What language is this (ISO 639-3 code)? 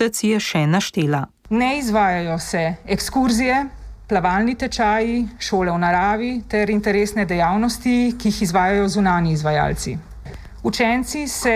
slv